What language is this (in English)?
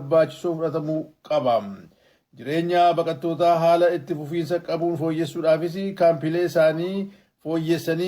Oromo